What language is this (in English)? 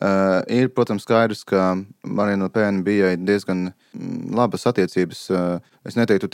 Latvian